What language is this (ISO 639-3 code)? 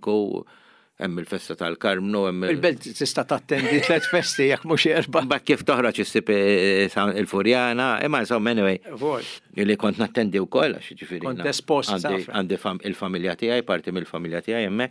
mlt